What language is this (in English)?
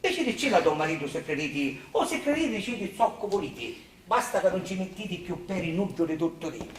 Sicilian